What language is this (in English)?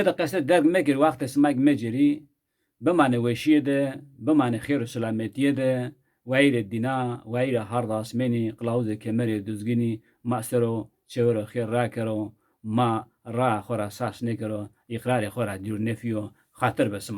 Zaza